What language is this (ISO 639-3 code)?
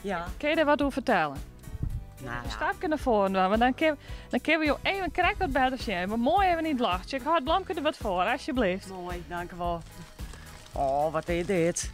fry